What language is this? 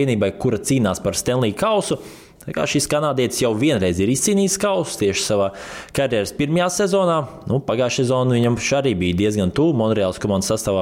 Latvian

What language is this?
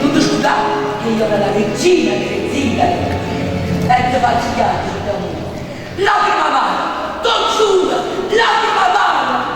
Neapolitan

